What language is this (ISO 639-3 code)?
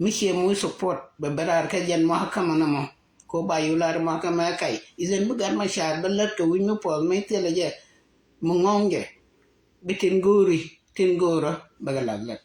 nus